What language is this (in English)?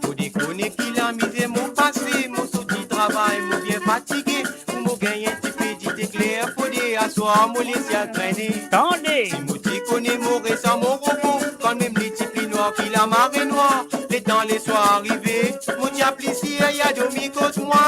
Morisyen